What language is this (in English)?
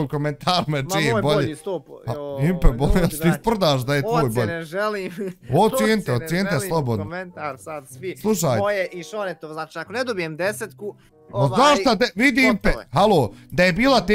Bosnian